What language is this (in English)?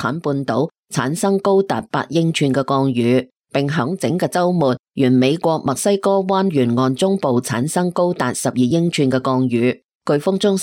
Cantonese